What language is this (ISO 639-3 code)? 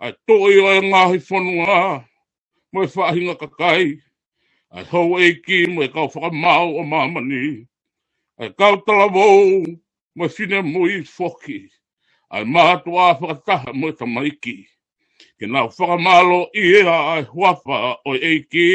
ton